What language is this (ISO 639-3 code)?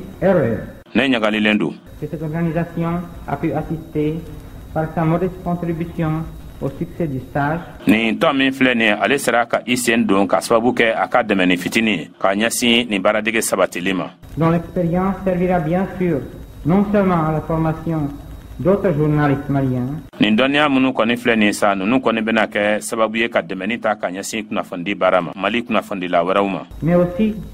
bam